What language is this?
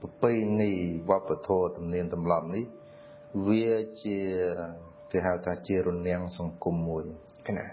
Khmer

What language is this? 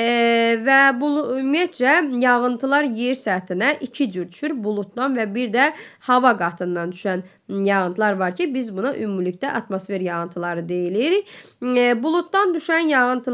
Azerbaijani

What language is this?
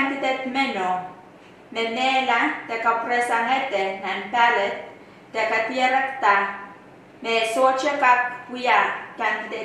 Pohnpeian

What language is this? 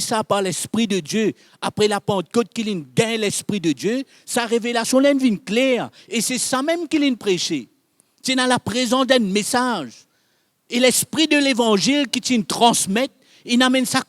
Morisyen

